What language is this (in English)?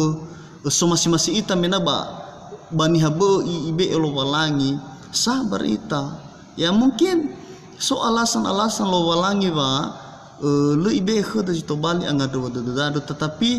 Nias